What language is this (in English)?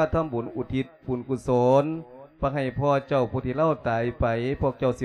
Lao